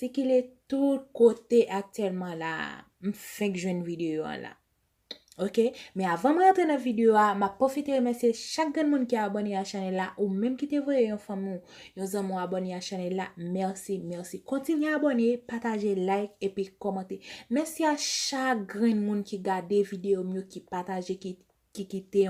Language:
Haitian Creole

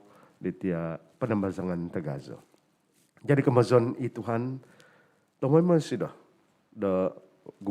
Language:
Central Dusun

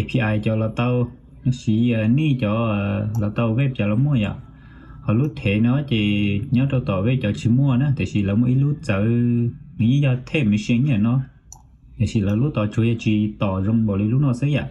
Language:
Hmong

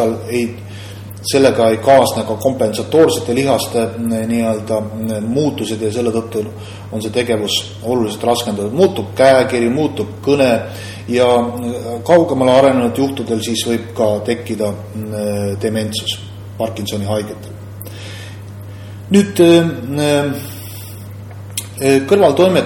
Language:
Estonian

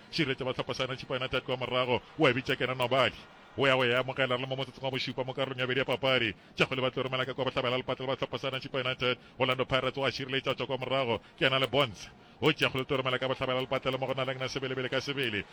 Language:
Northern Sotho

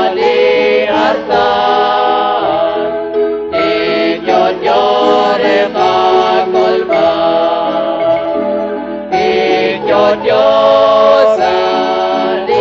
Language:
Kekchí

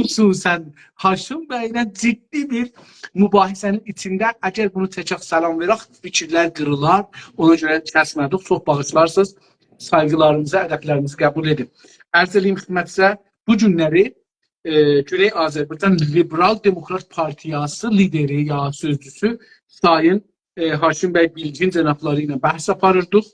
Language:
South Azerbaijani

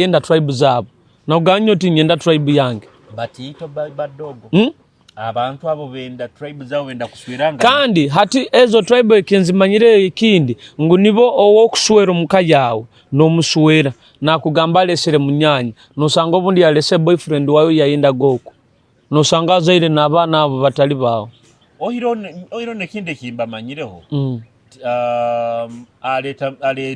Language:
Nyoro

